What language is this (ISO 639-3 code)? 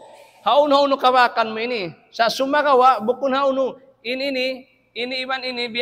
tsg